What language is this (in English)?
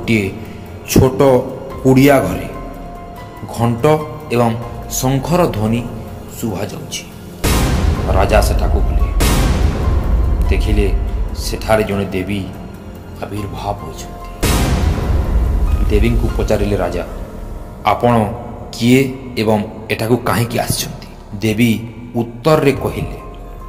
Odia